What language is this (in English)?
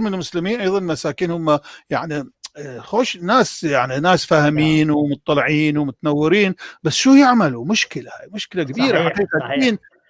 North Levantine Arabic